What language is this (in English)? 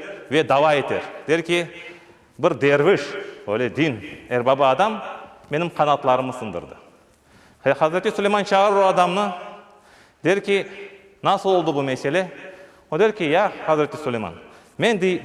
Crimean Tatar